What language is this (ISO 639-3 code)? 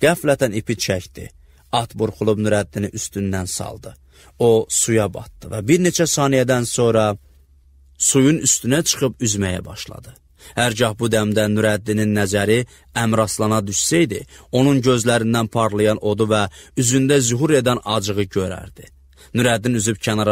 aze